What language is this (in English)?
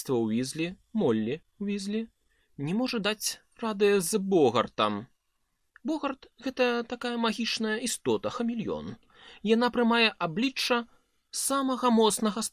Belarusian